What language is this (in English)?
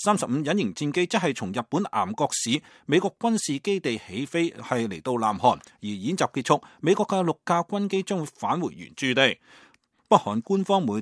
Cantonese